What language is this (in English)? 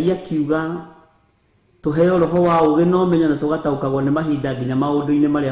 Kikuyu